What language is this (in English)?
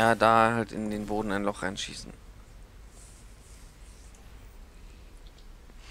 German